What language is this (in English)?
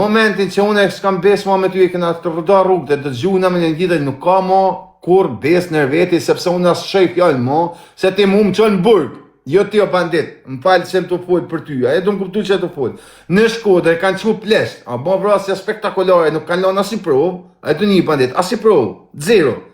Albanian